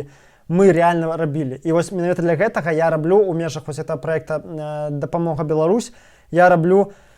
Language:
Belarusian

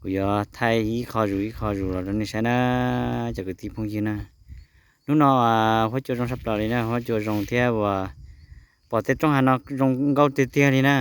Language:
Hmong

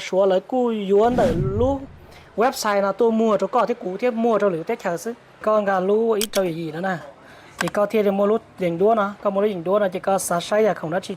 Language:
Hmong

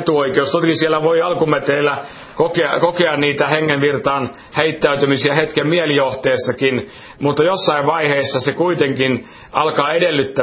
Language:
Finnish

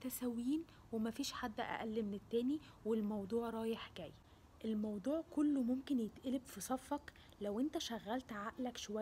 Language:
Egyptian Arabic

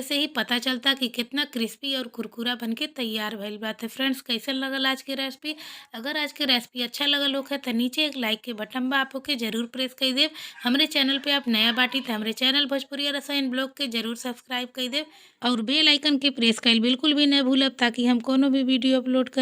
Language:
Bhojpuri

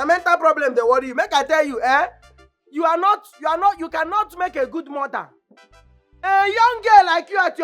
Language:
Nigerian Pidgin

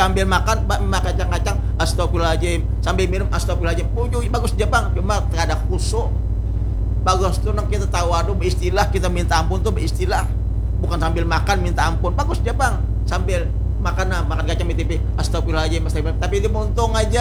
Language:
Banjar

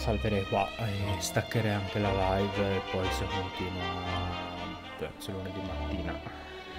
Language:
Italian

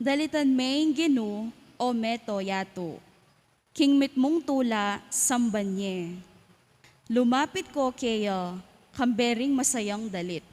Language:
Pampanga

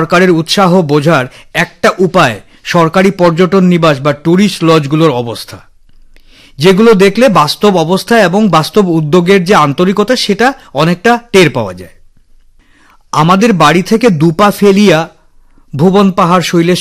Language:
Bangla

